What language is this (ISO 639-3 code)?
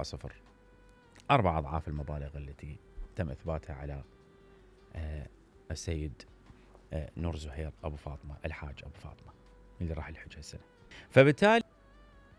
acm